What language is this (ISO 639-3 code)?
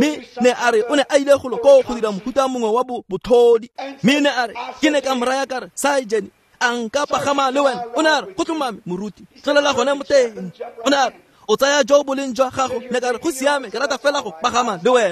tsn